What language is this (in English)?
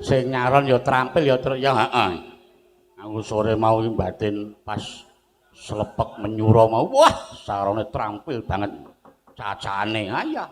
Javanese